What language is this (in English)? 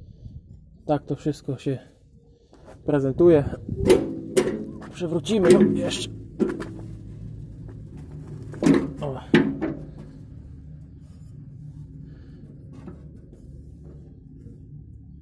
Polish